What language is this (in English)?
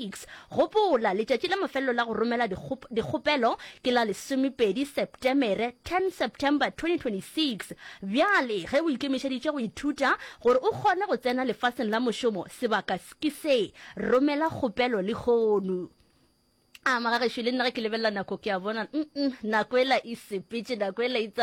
Northern Sotho